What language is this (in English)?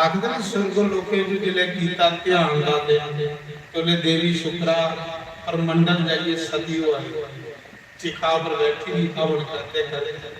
Dogri